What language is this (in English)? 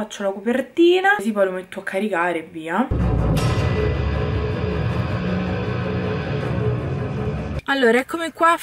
Italian